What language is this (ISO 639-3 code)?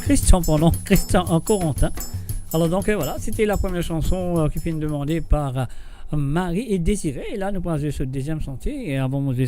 mfe